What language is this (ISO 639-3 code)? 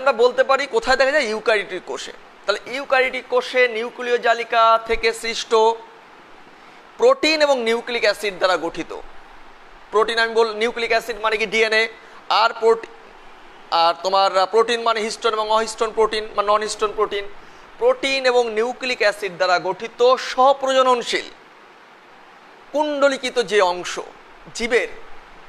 ben